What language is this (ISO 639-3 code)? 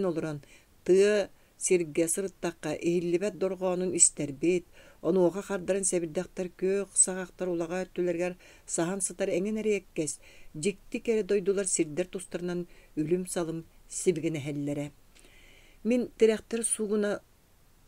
sah